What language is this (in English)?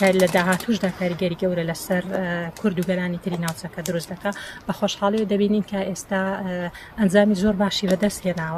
Central Kurdish